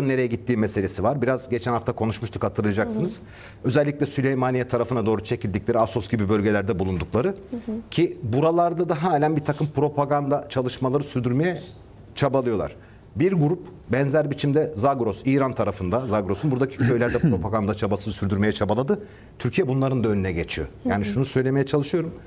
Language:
Turkish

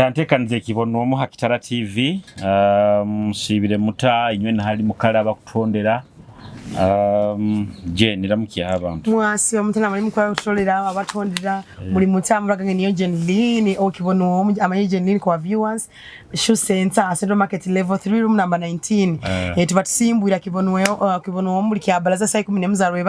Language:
Nyoro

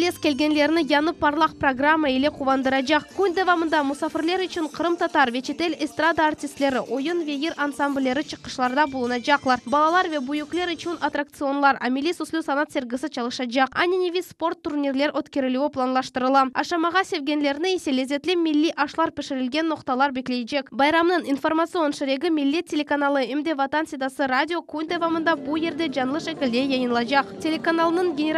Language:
Crimean Tatar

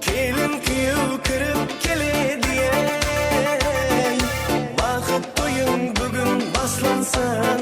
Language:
Kara-Kalpak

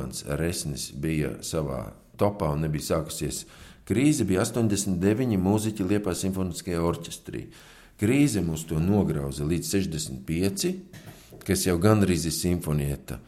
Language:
Latvian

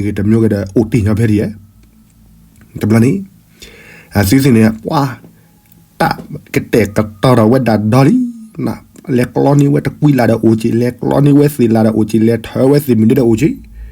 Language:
S'gaw Karen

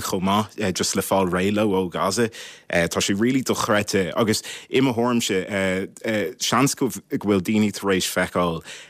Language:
Irish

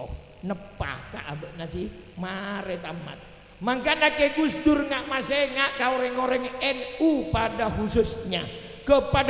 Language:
Madurese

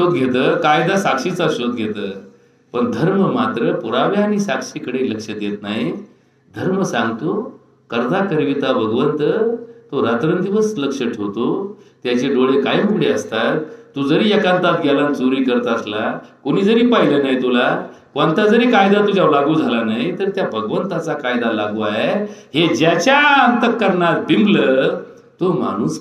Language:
Marathi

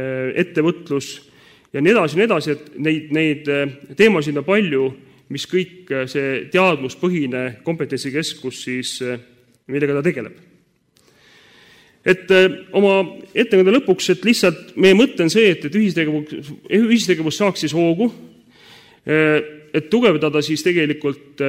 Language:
Estonian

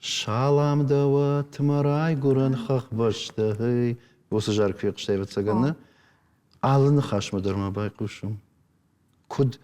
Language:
Ossetic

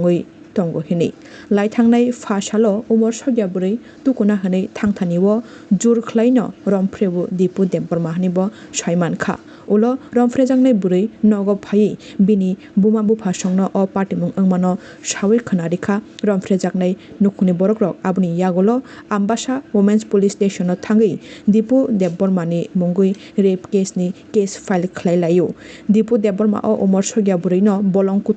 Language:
Kok Borok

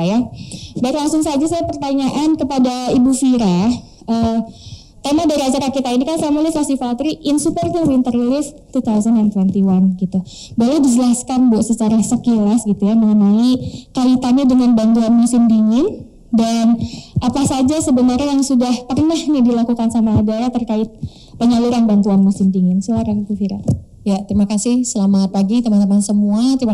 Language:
Indonesian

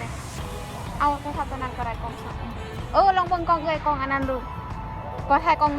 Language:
Lao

